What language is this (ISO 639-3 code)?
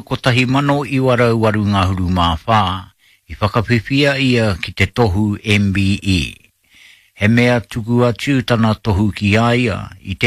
mri